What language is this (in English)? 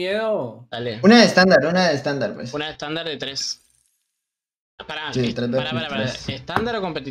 Spanish